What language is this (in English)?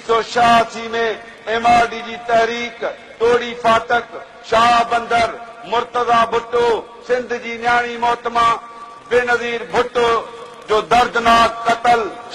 Sindhi